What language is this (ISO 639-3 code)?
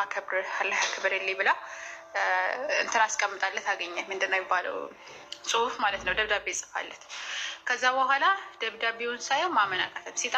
amh